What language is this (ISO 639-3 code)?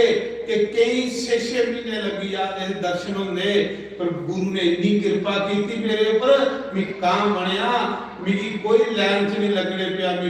doi